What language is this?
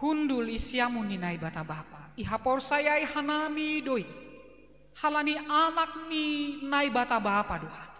Batak Simalungun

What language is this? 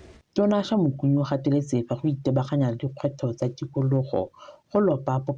Tswana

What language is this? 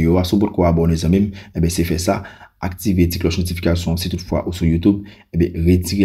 Haitian Creole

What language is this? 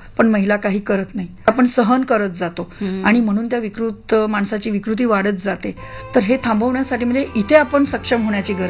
Marathi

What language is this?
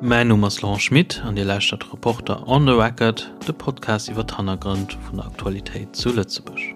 Luxembourgish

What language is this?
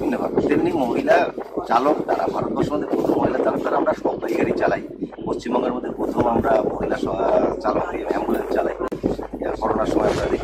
Bangla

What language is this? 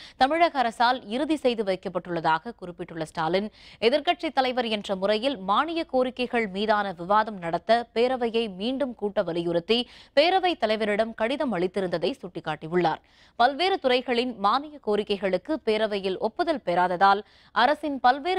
Tamil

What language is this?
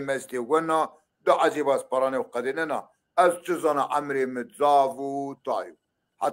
Zaza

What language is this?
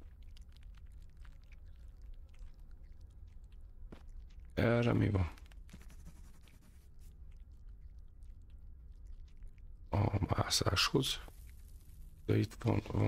Hungarian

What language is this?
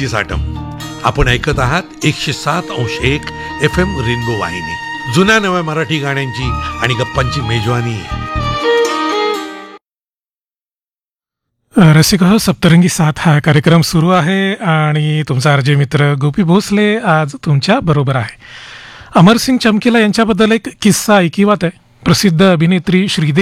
Marathi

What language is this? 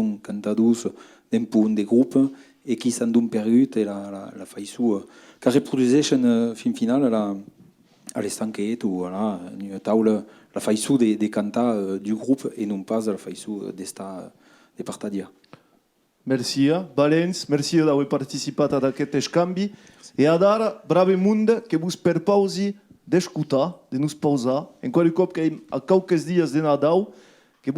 Occitan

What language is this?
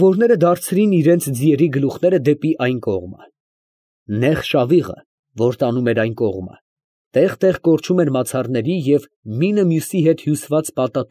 Armenian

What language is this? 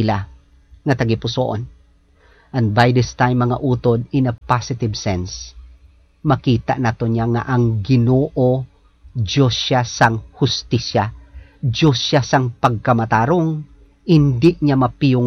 Hiligaynon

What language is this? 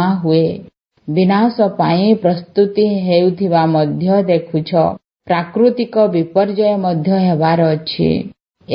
Odia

